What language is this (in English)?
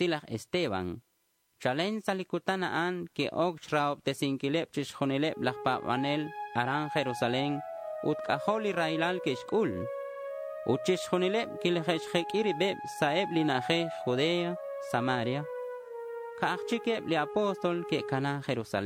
Kekchí